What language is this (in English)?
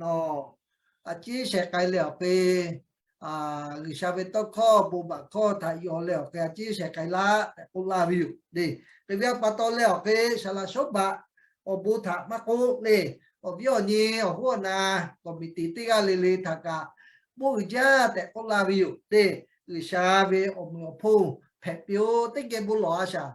Lahu